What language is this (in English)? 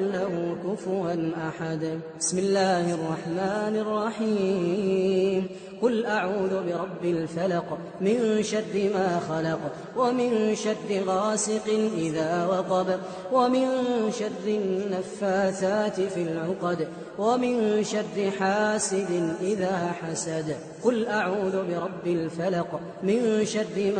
Arabic